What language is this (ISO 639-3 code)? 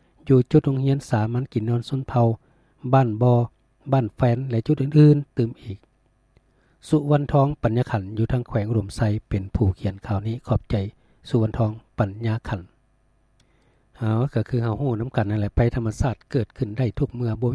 lao